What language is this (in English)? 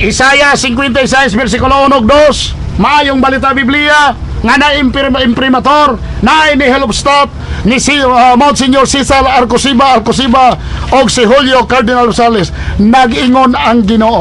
Cebuano